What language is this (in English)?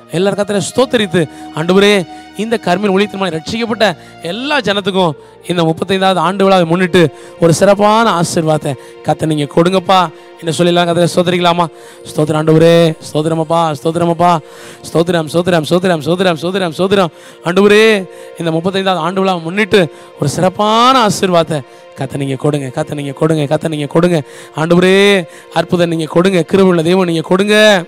Tamil